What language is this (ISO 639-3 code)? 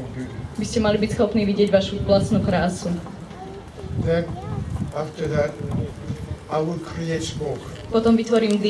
slk